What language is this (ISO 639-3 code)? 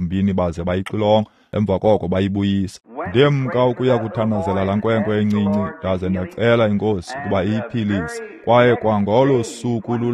xho